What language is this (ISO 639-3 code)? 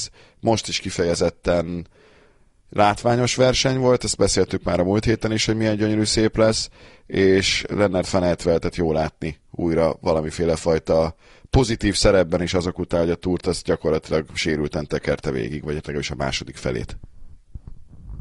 hun